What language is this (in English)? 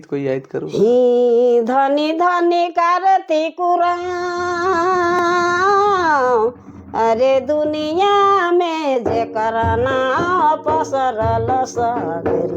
Sadri